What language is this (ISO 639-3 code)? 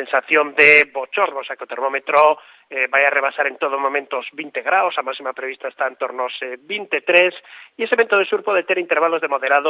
glg